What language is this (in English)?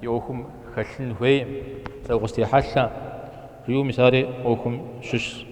Kabardian